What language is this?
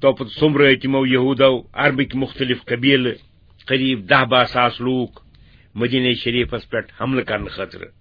Kashmiri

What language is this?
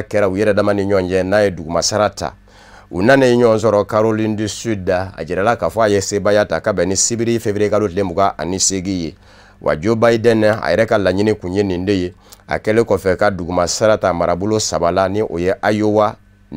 Bambara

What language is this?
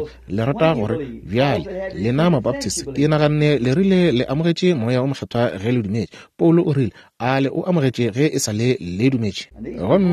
Northern Sotho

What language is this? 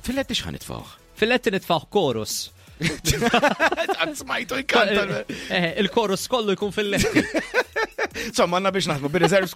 Maltese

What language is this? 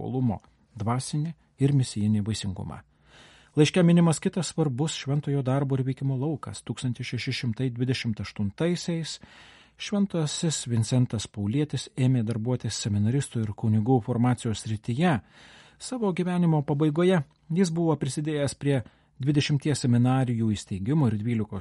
Lithuanian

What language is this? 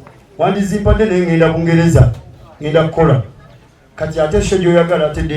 Ganda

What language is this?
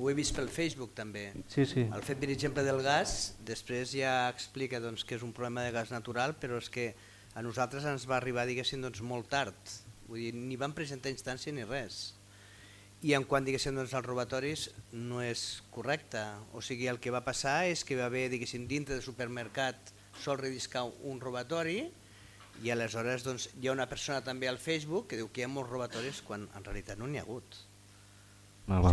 Catalan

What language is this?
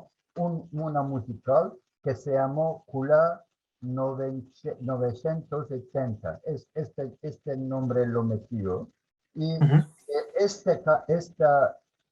Ladino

